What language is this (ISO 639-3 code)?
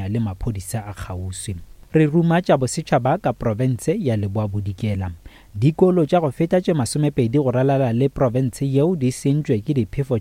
nso